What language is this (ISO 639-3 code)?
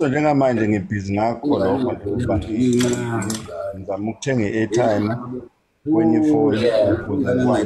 zul